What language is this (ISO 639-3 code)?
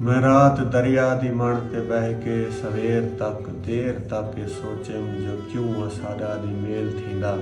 skr